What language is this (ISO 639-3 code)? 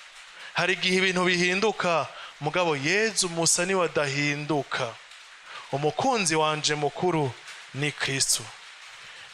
run